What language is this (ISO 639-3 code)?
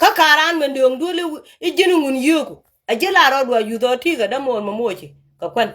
nus